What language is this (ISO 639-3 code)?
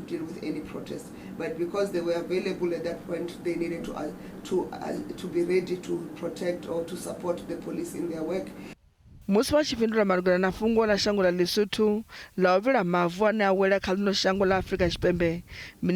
ven